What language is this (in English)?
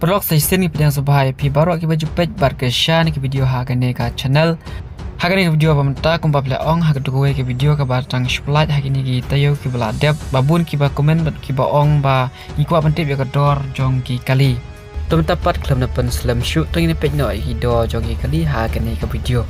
Khasi